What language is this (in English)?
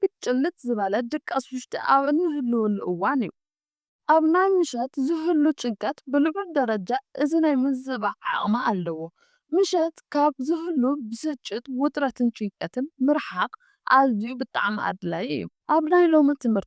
Tigrinya